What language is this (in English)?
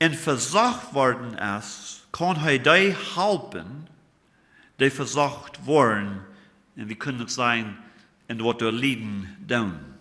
Plautdietsch